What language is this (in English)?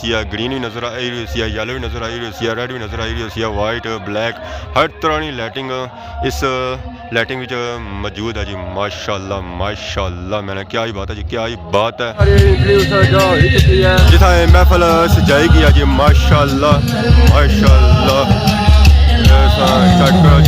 Pahari-Potwari